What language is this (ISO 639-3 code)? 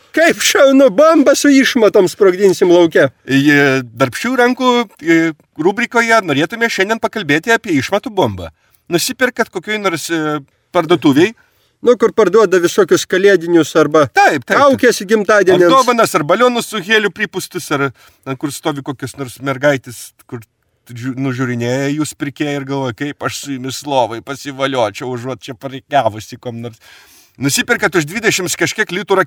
lit